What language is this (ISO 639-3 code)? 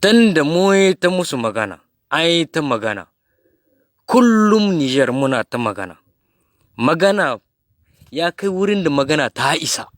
hau